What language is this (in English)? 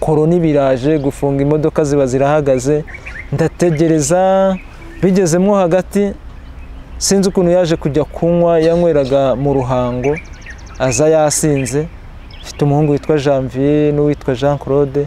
Kinyarwanda